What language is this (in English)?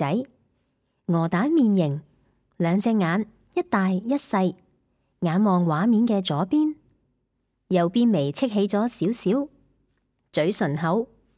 Cantonese